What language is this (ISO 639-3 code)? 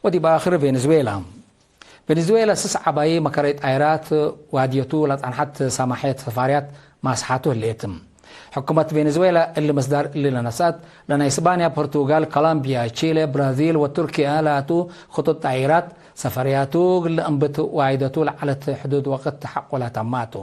tig